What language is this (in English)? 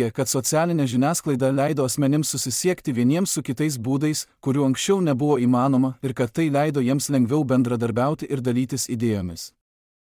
Lithuanian